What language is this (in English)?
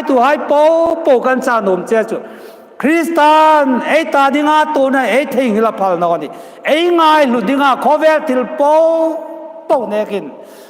Hmar